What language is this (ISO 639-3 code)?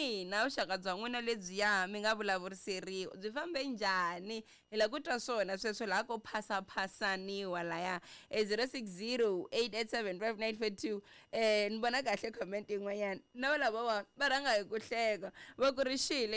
tso